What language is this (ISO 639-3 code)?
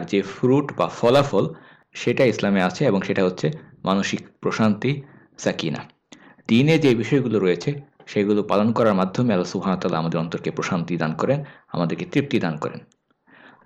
ben